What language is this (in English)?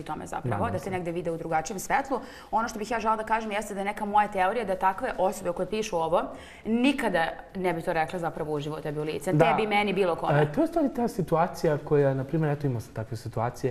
Serbian